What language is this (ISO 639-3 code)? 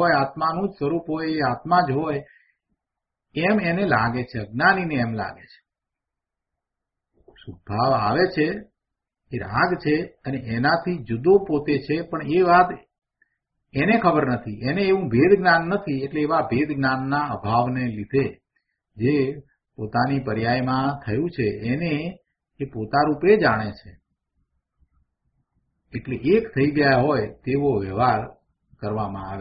guj